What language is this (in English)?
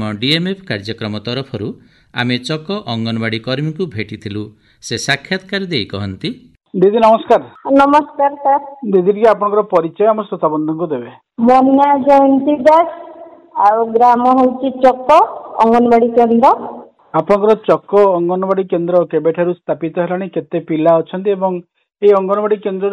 Odia